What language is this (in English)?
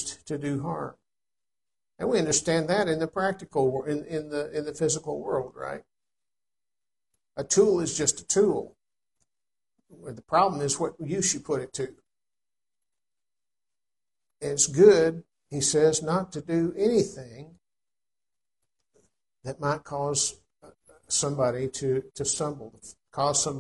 English